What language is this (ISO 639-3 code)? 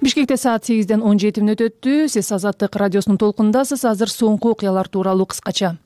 kir